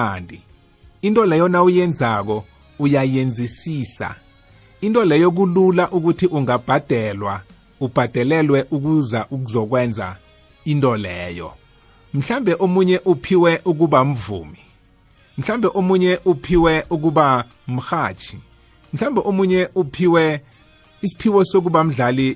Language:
South Ndebele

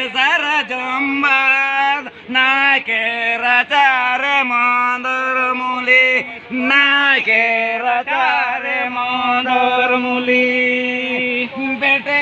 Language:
Santali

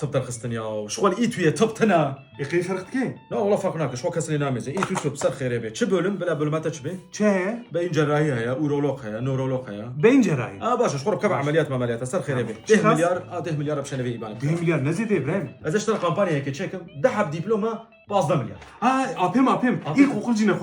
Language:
Kurdish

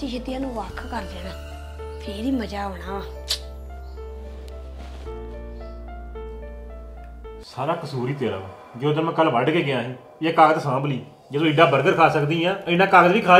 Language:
Punjabi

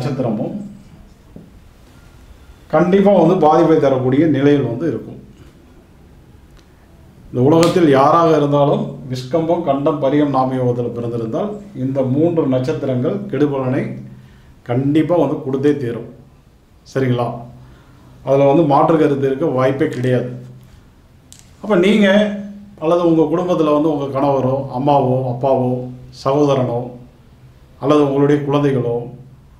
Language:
Tamil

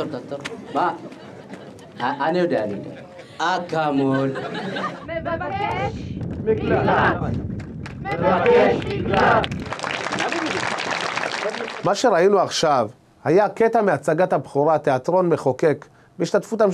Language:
Hebrew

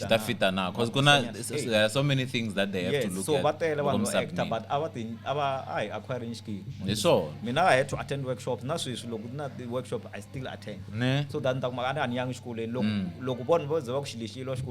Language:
Tsonga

